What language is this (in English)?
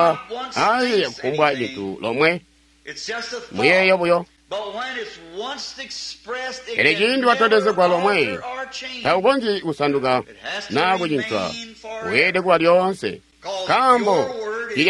Tonga (Zambia)